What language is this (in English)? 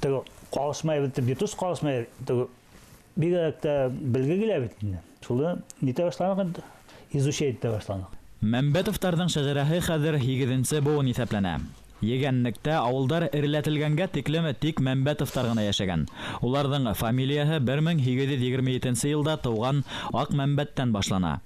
Bashkir